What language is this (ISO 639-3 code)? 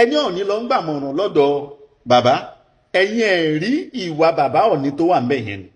yor